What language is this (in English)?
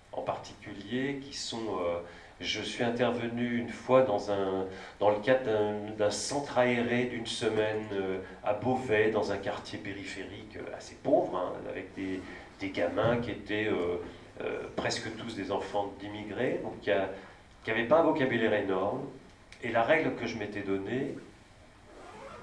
French